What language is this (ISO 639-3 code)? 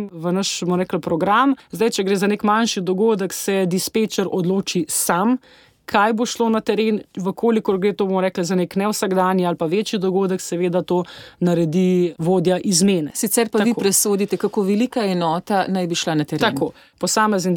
slv